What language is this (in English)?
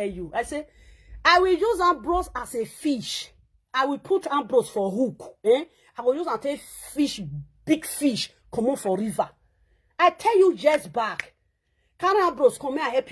Nigerian Pidgin